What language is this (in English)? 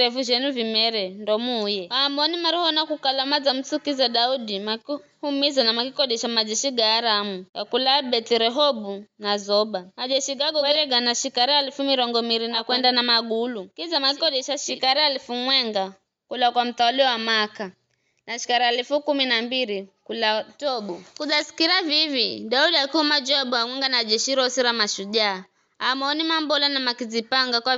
Giryama